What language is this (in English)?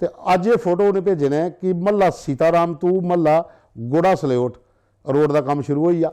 Dogri